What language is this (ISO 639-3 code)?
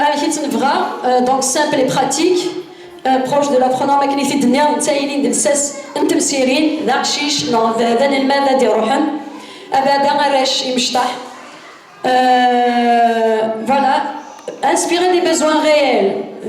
kab